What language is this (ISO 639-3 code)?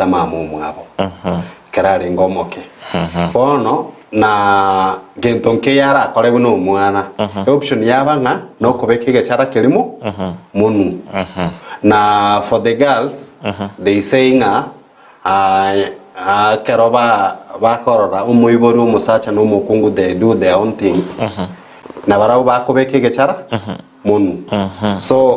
guz